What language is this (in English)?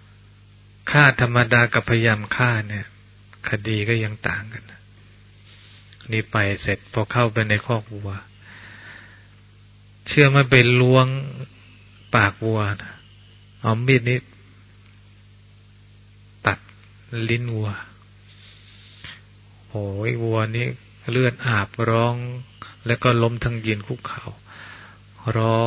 Thai